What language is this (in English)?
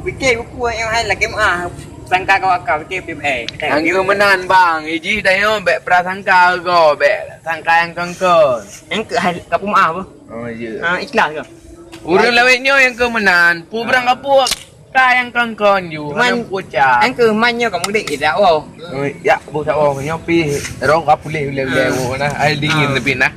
Achinese